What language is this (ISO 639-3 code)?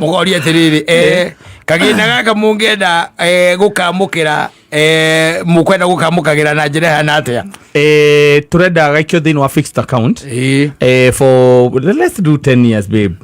kik